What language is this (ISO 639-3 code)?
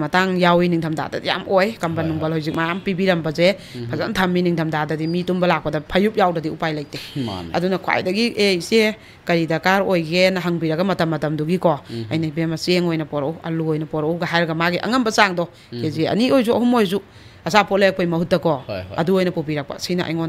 mni